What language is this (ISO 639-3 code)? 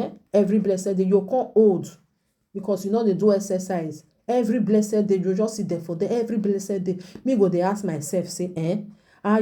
pcm